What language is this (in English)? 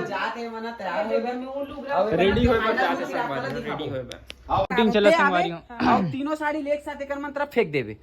Chhattisgarhi